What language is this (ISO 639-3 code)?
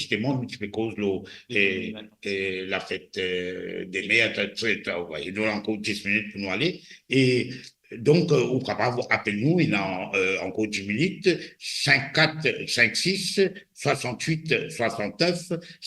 mfe